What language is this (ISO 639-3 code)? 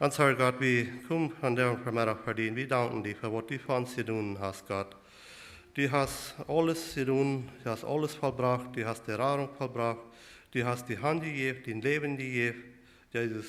pdt